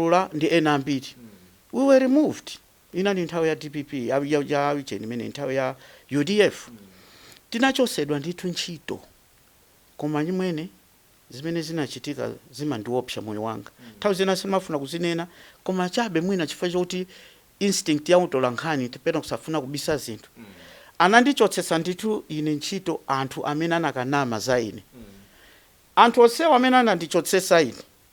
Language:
Nyanja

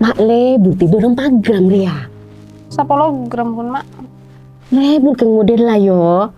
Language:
Madurese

